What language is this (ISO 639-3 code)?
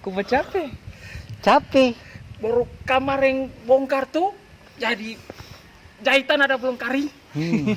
abs